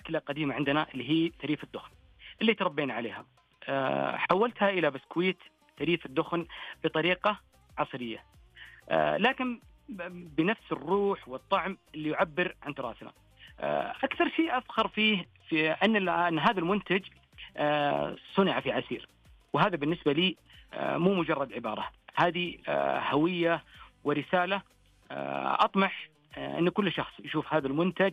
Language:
Najdi Arabic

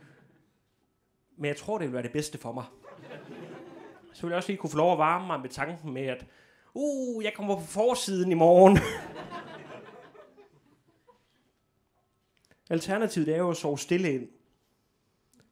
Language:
Danish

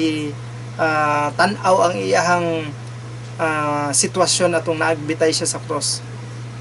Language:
Cebuano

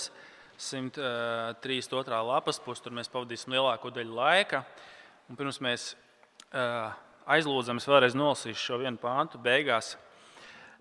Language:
Latvian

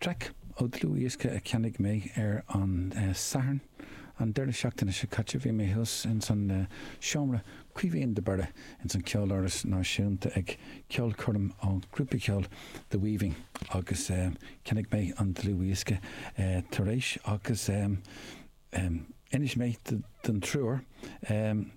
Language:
Irish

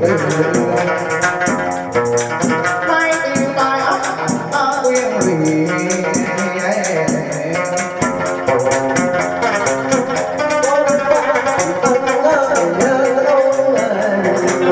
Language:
Vietnamese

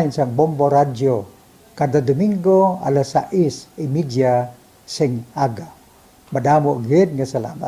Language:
Hiligaynon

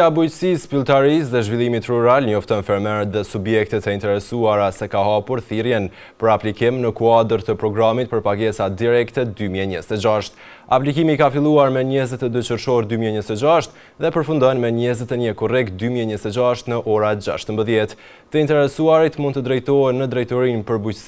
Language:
Albanian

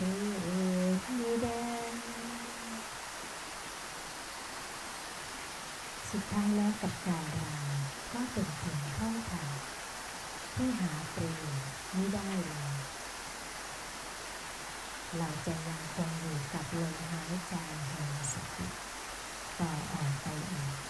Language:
Thai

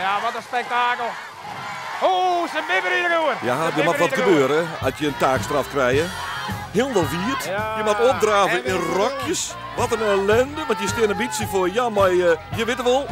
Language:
Western Frisian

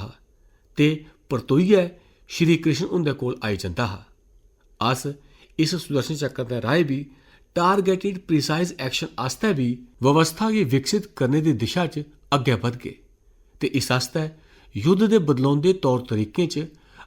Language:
Dogri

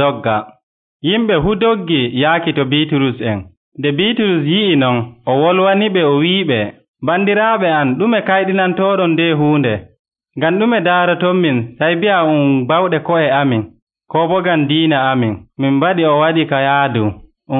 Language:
Nigerian Fulfulde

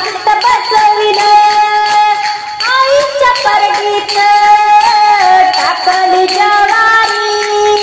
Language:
Marathi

